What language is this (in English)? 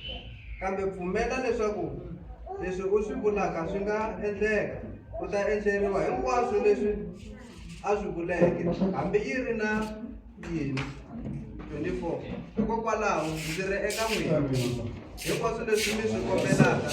Tsonga